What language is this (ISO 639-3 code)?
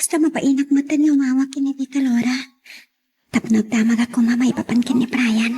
ilo